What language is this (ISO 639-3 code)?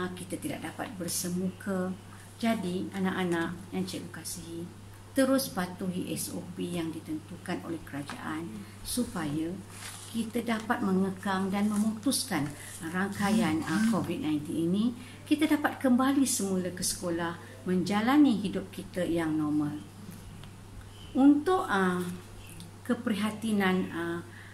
msa